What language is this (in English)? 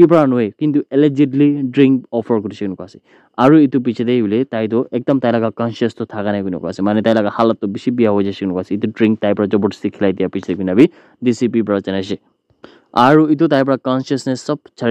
Naga Pidgin